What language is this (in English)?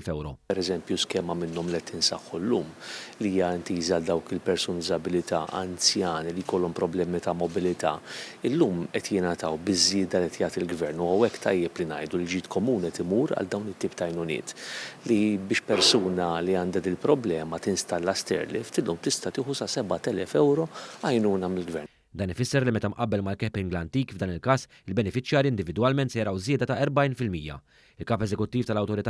Maltese